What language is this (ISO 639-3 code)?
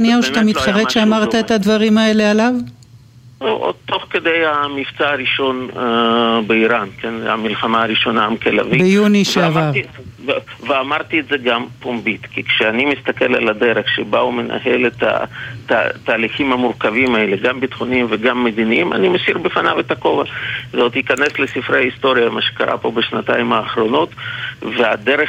heb